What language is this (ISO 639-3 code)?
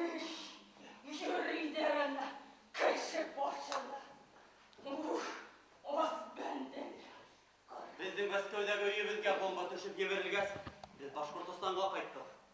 bak